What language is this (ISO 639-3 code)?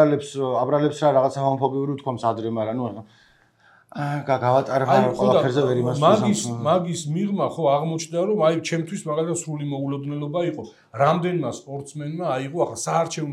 kat